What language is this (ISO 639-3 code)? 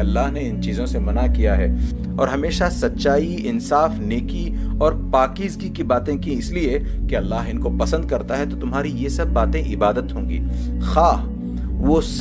urd